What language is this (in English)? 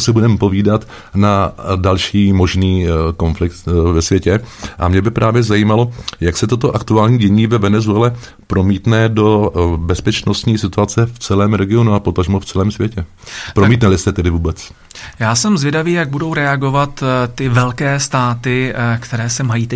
Czech